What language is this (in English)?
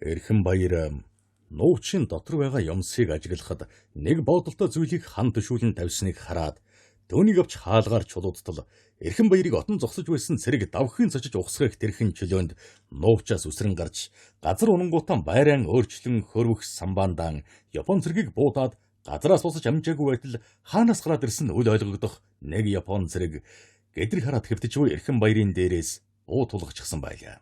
Mongolian